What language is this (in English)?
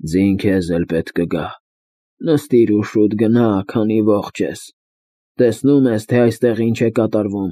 Armenian